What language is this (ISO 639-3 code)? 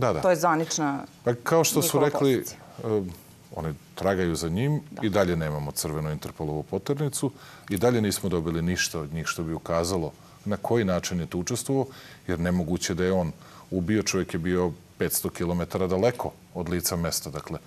srp